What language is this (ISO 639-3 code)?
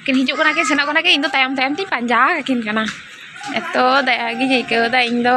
sat